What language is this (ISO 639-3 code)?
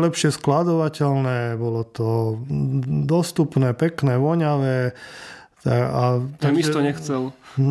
slk